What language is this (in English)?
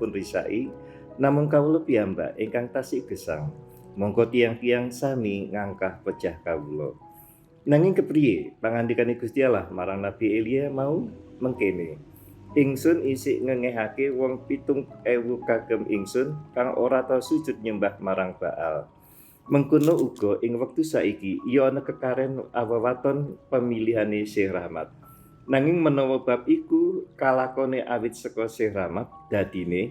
Javanese